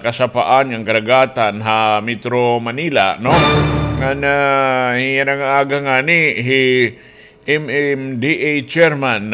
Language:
Waray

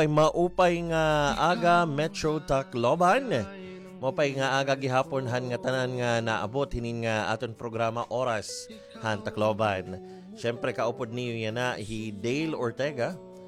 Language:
Waray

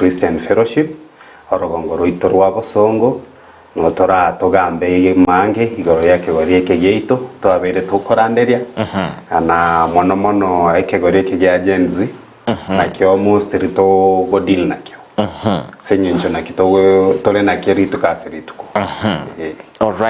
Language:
Gusii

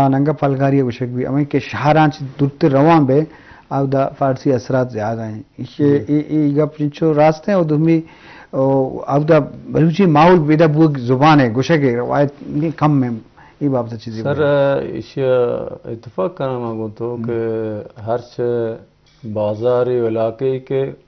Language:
Eastern Balochi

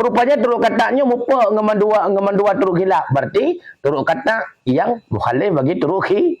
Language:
Achinese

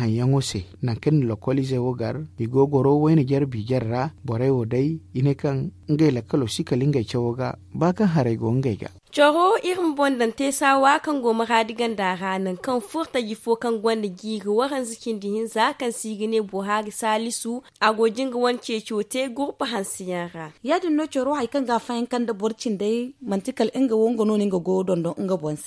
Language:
Zarma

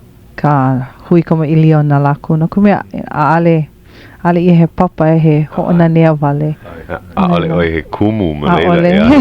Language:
Hawaiian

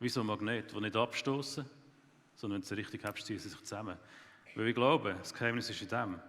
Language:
Swiss German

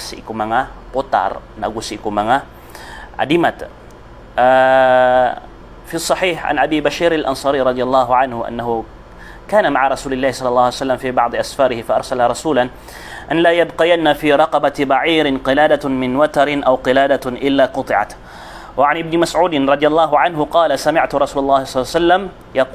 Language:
Maranao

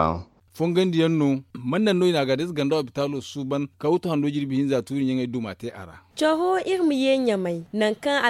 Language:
Zarma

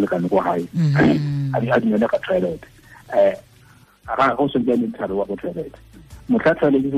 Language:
Tswana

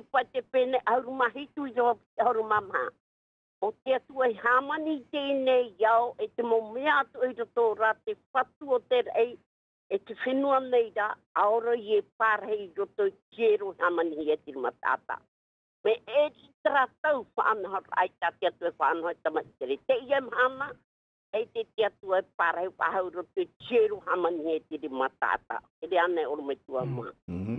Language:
Tahitian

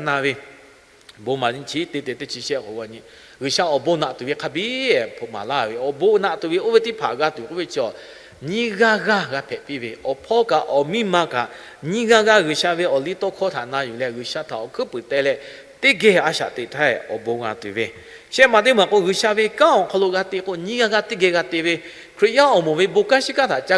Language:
Lahu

